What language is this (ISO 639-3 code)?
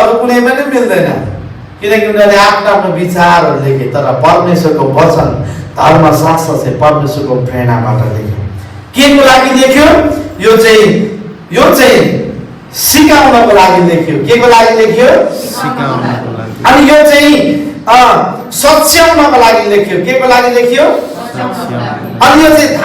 nep